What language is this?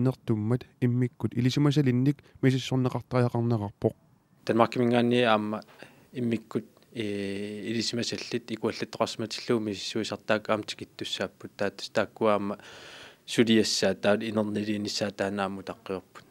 Kalaallisut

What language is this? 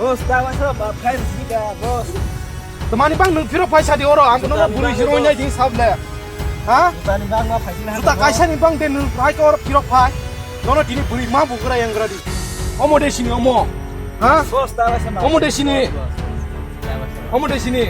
Kok Borok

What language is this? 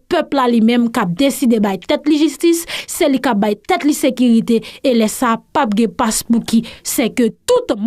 Haitian Creole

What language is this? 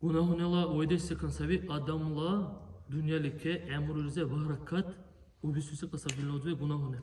Dargwa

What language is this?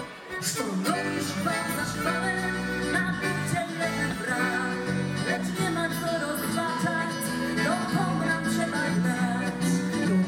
Polish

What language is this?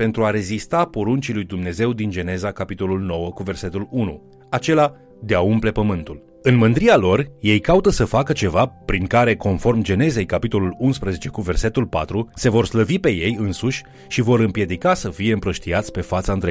Romanian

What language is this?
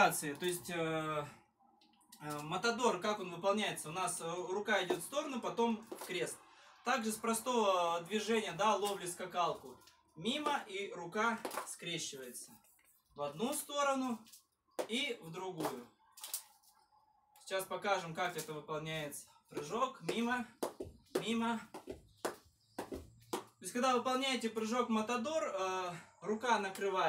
Russian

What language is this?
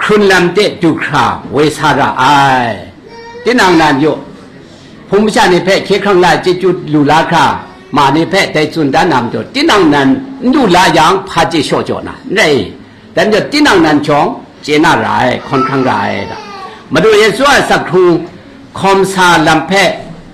Kachin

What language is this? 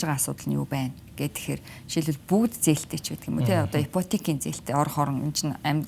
Mongolian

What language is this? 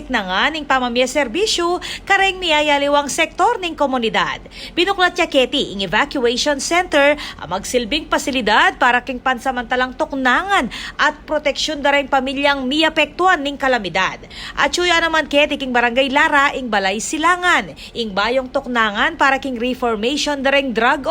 Pampanga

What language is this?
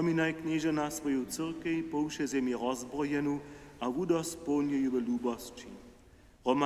Upper Sorbian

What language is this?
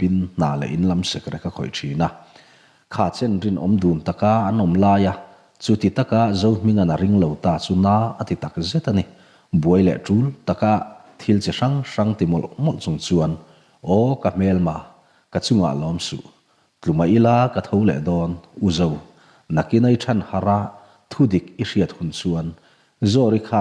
Mizo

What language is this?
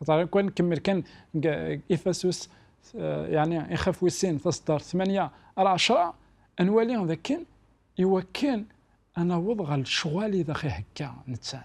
Kabyle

